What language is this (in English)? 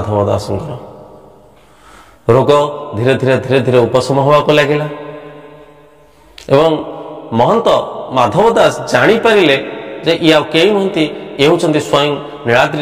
Odia